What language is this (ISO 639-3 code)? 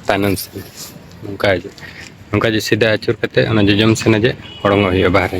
sat